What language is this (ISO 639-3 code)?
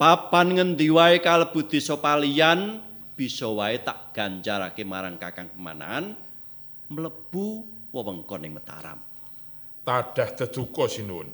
jav